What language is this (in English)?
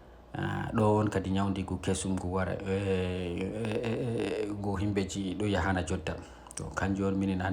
Fula